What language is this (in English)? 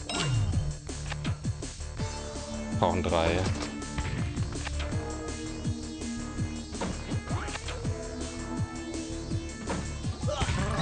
German